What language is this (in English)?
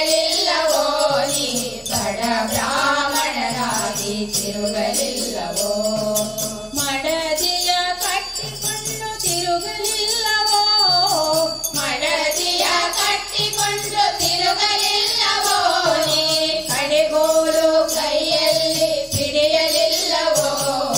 Kannada